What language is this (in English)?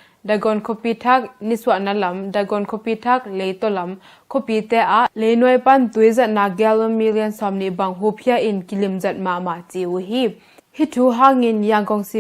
Tedim Chin